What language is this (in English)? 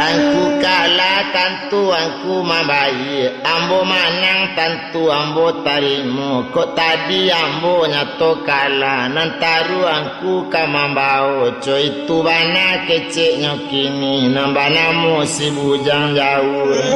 Minangkabau